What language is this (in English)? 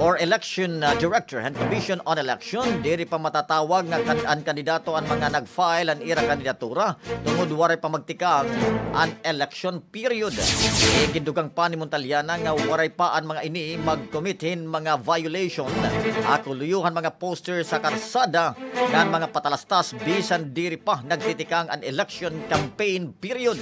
Waray